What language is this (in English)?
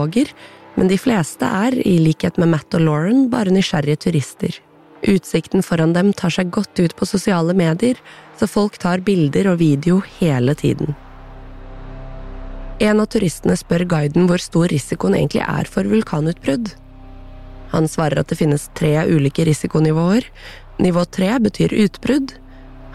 Norwegian